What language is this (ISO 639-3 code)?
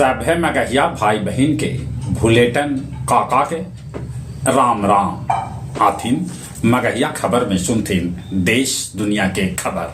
mag